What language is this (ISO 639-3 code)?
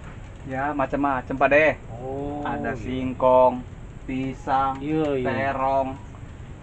bew